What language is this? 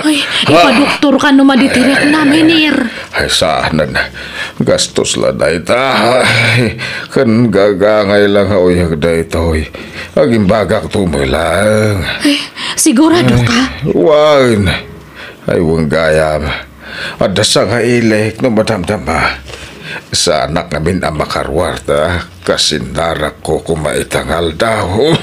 Iloko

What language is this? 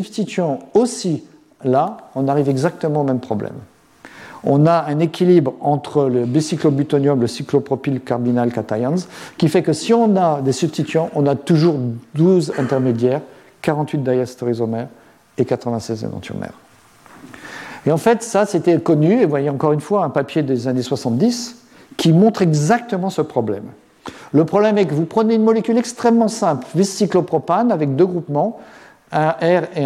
French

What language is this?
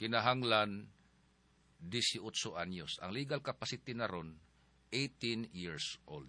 Cebuano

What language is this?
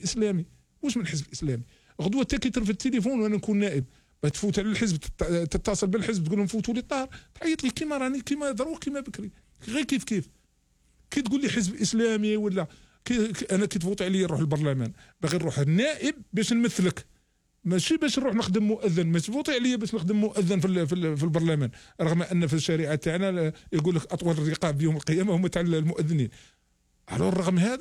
Algerian Arabic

